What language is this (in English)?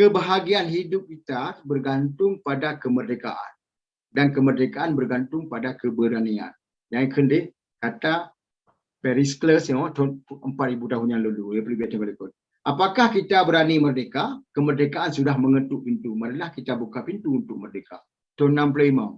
Achinese